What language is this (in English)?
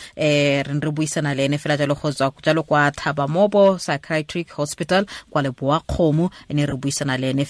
Tswana